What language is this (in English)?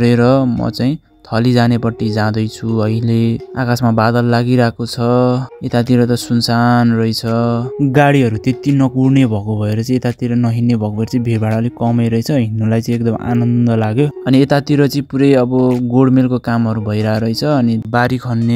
Nepali